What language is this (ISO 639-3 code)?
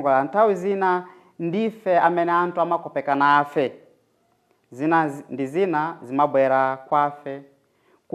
nya